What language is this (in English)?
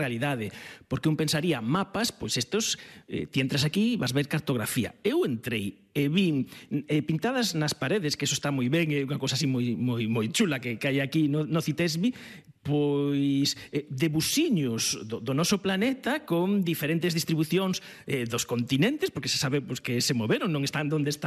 Galician